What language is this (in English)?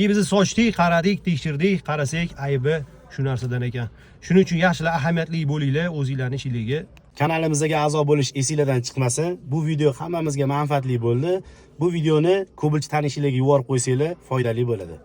Uzbek